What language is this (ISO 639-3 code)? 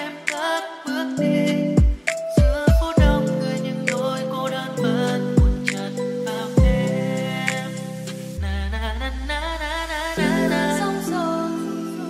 vie